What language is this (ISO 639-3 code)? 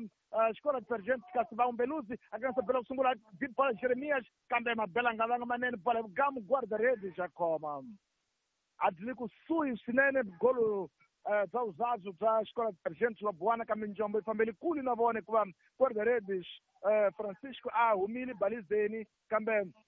tso